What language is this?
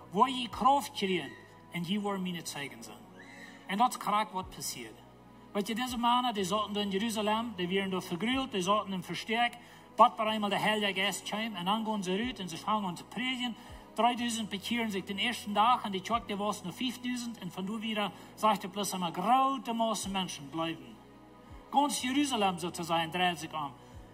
Plautdietsch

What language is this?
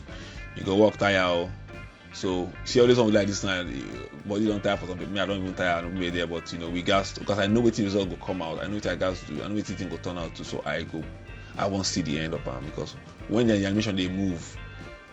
Nigerian Pidgin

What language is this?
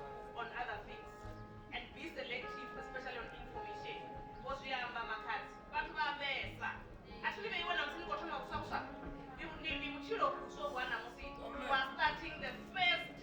Venda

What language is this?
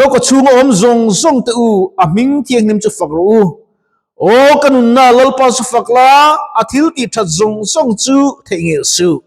Mizo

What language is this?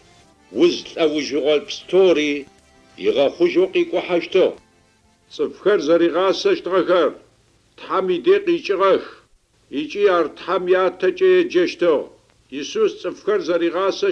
Adyghe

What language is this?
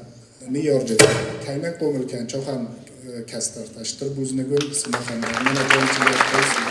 Ossetic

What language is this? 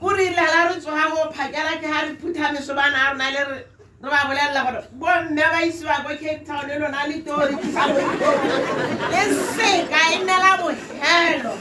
Tswana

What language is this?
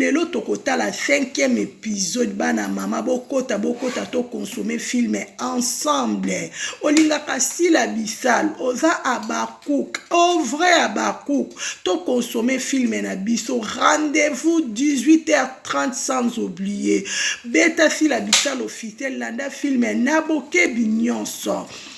Lingala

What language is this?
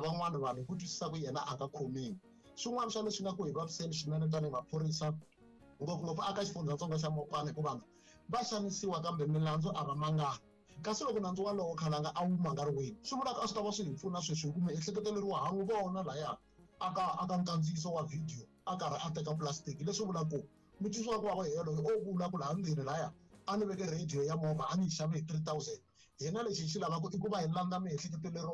Tsonga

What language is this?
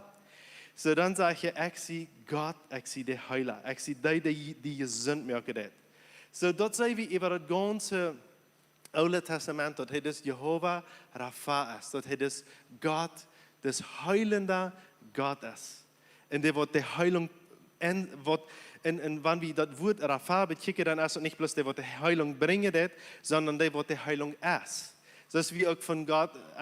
Plautdietsch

